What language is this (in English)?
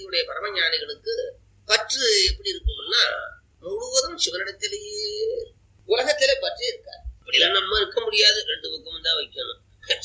Tamil